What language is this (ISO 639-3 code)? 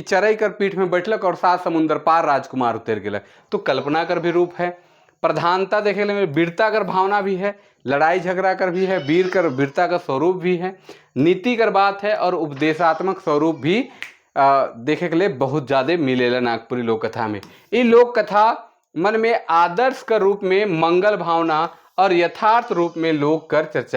sck